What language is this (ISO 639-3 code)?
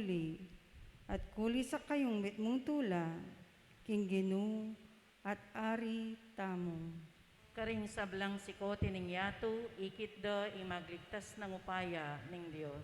pam